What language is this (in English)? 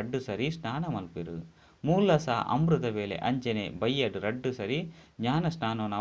Tulu